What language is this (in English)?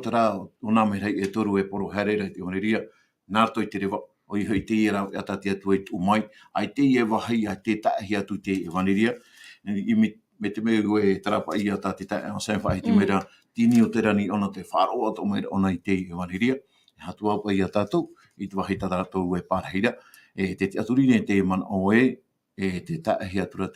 Tahitian